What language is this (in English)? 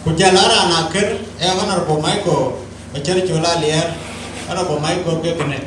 Dinka